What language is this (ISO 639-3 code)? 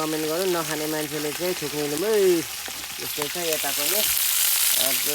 nep